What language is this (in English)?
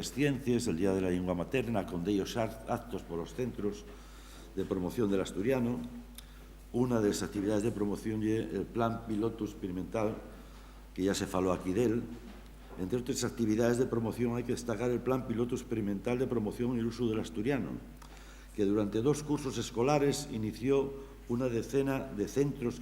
Asturian